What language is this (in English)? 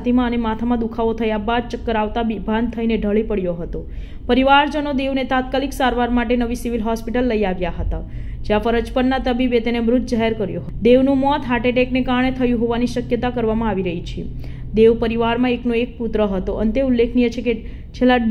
Gujarati